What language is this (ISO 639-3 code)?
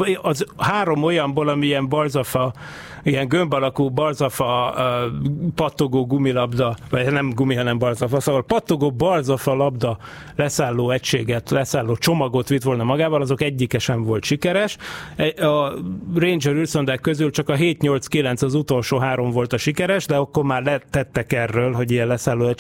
hun